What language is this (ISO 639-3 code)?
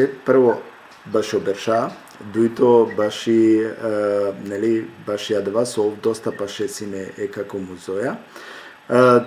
rmn